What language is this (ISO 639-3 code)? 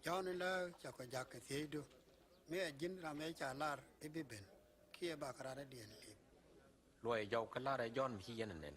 nus